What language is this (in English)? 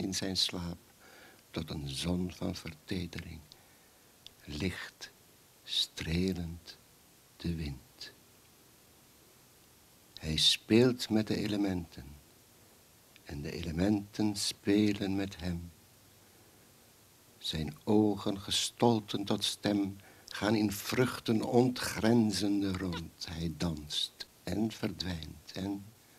Dutch